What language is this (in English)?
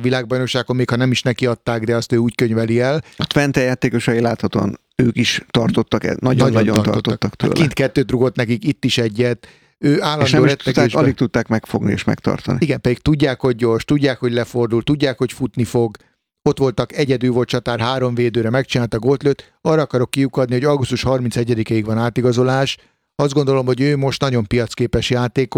Hungarian